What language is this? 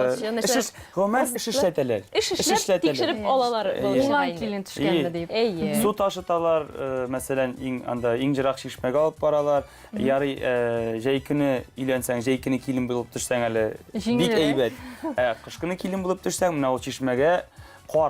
Tatar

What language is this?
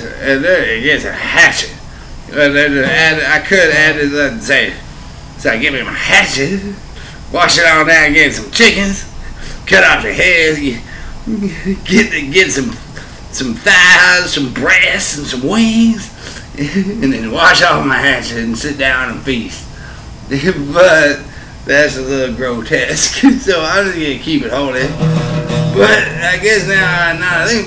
English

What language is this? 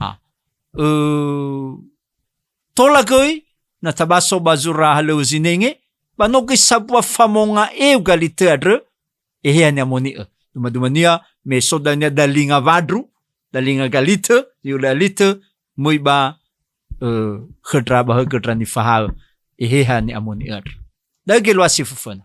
Nias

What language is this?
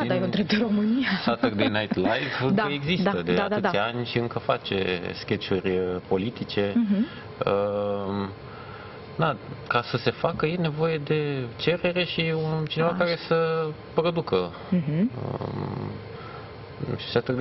Romanian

